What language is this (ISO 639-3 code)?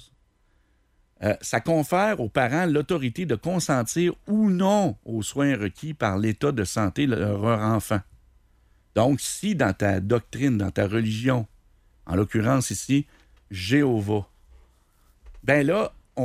fra